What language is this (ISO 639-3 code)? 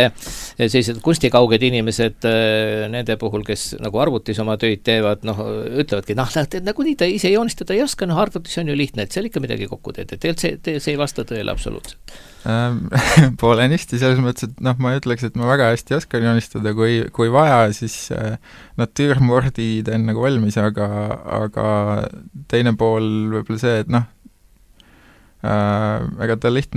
est